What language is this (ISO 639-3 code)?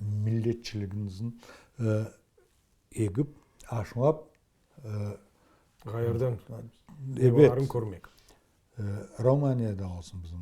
crh